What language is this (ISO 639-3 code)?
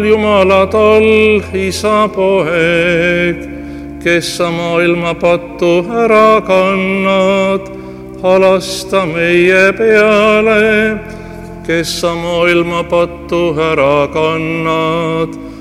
est